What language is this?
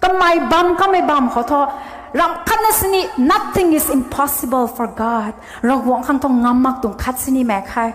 Rongmei Naga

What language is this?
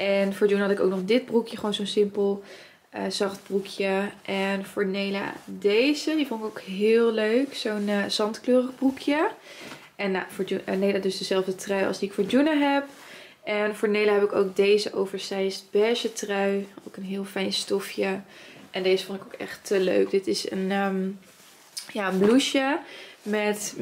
Dutch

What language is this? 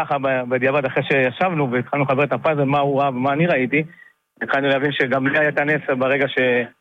Hebrew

